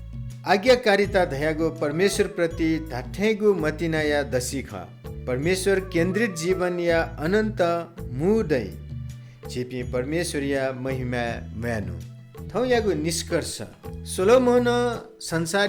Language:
Newari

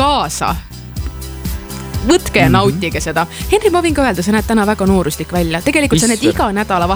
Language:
Estonian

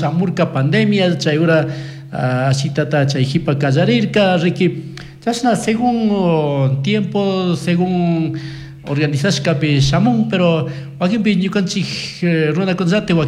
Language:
Chimborazo Highland Quichua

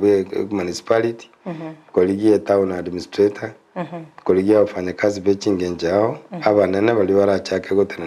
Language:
Gusii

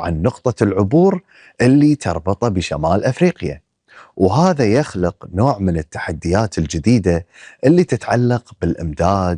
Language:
Gulf Arabic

